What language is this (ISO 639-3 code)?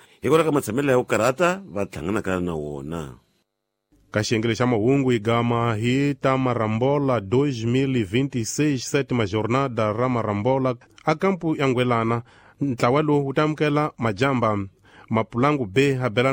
tso